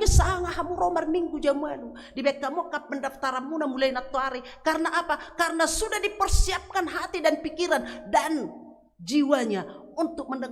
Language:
Batak Toba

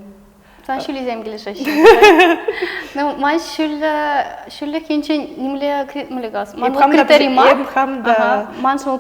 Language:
Chuvash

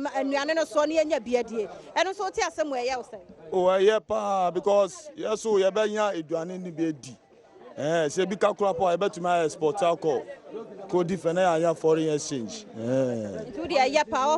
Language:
Akan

